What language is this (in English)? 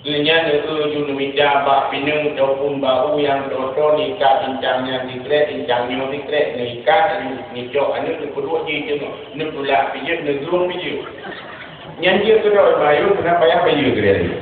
Achinese